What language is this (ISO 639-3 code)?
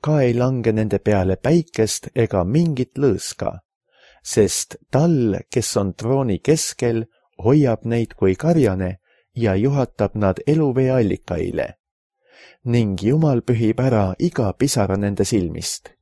est